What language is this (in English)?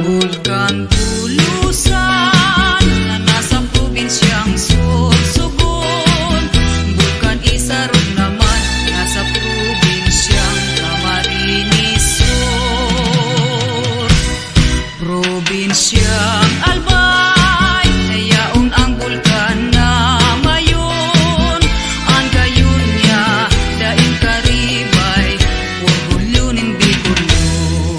Bikol